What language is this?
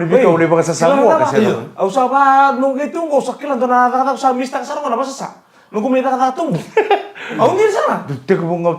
Fijian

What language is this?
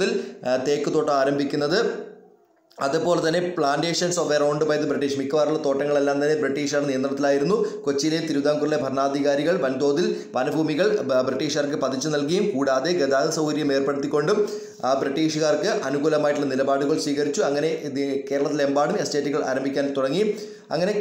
Malayalam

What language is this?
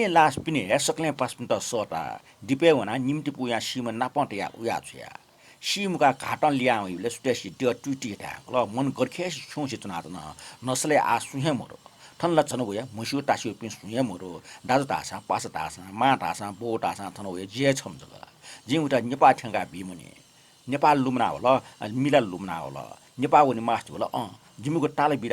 Newari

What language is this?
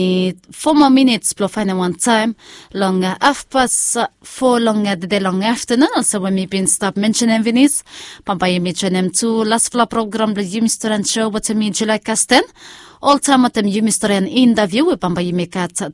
Bislama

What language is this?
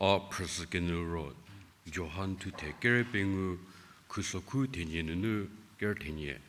Angami Naga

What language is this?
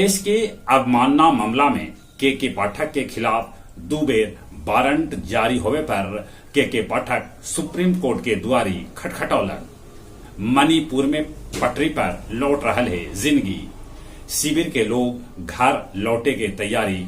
Magahi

